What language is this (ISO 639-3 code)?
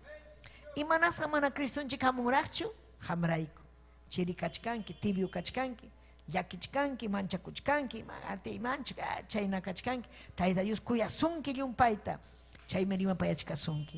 quy